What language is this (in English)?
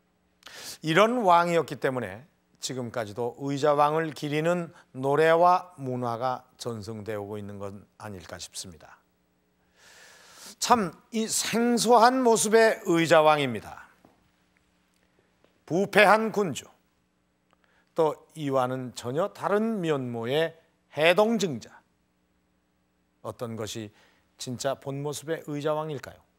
Korean